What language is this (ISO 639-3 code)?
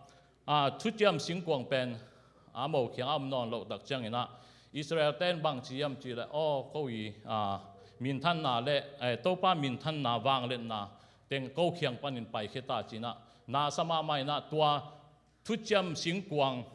ctd